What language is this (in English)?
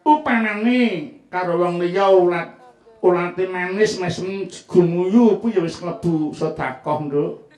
Javanese